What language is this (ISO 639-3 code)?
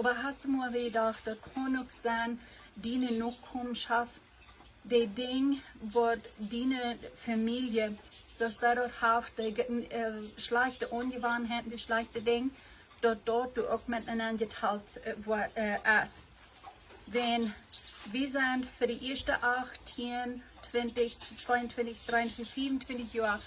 pdt